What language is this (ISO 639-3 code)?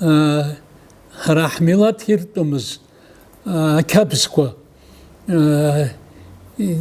abk